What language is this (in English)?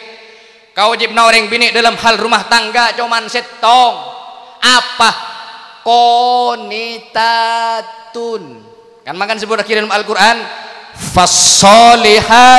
Madurese